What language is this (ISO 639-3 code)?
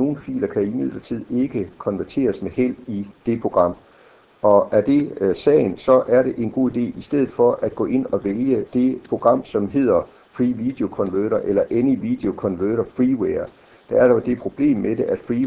dan